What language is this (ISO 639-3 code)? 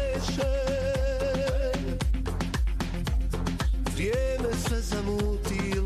bos